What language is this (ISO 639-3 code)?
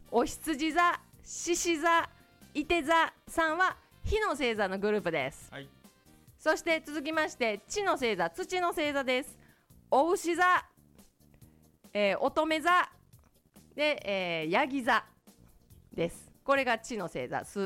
jpn